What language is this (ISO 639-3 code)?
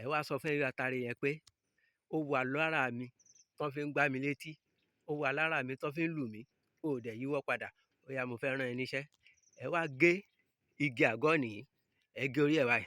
yor